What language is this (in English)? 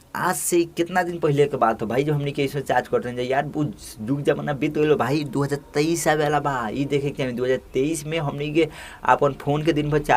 Bhojpuri